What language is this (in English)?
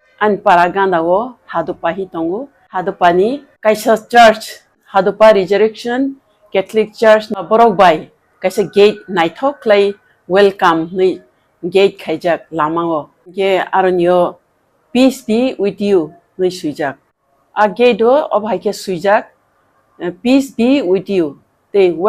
Kok Borok